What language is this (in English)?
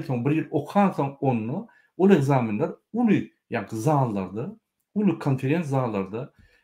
Turkmen